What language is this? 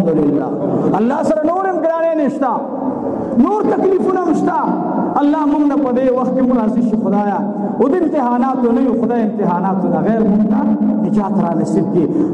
Pashto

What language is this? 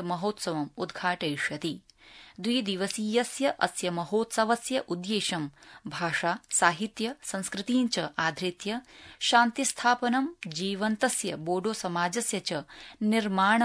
Sanskrit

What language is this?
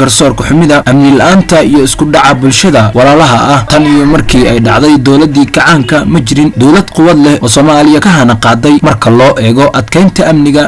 Somali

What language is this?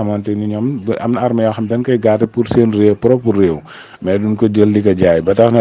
Wolof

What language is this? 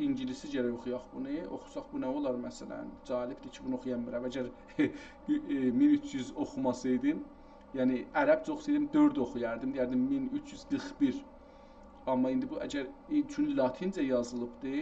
South Azerbaijani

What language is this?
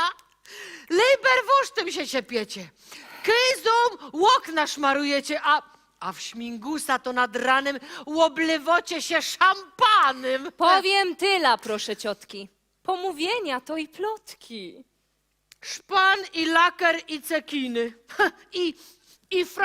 Silesian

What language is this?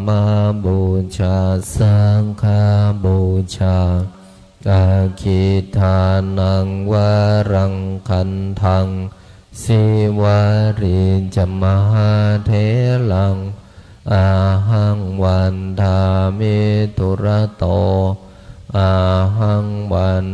Pali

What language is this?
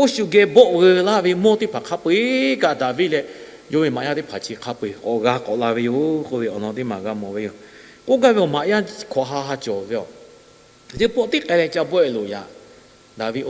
Lahu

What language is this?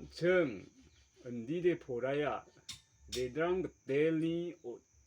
Garo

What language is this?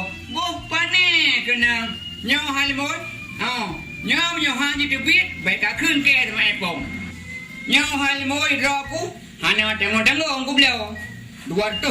Achinese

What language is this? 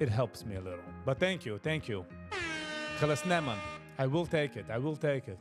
Yiddish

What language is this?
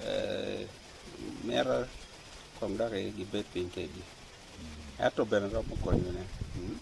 Acoli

